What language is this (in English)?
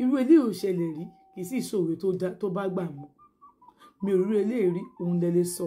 Yoruba